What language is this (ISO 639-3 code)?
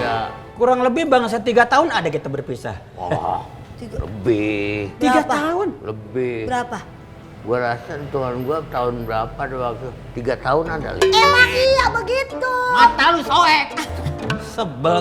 bew